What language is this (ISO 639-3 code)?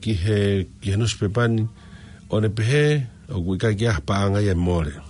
ton